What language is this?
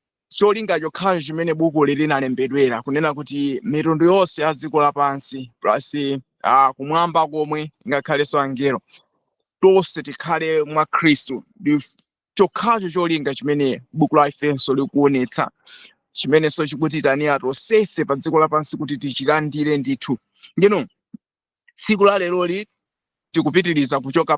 Nyanja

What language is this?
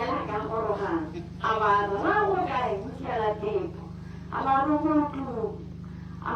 Tswana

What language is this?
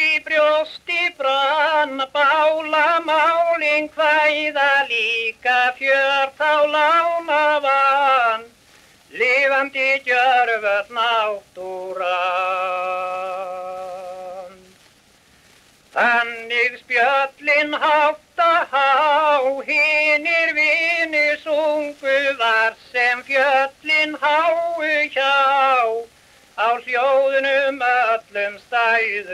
Icelandic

